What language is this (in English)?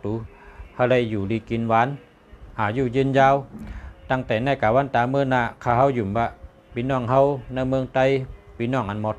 Shan